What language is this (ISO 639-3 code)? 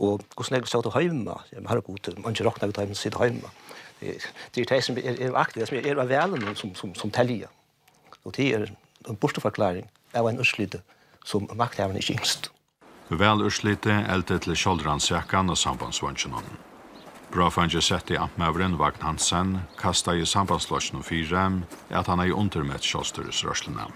fao